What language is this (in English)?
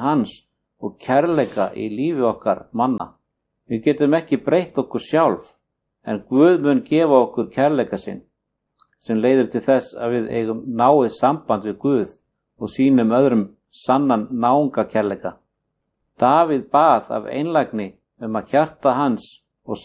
Icelandic